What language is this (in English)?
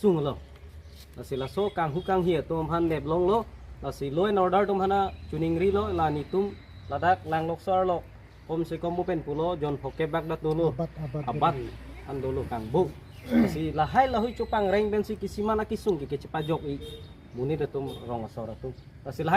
Karbi